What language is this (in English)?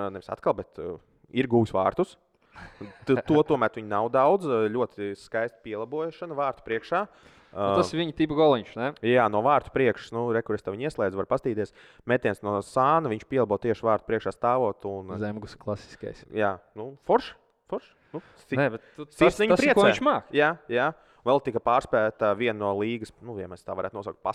Latvian